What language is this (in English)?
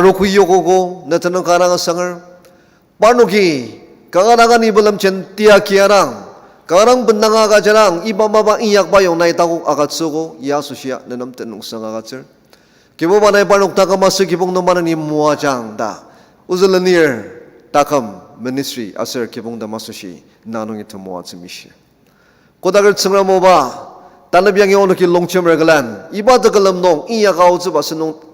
Ao Naga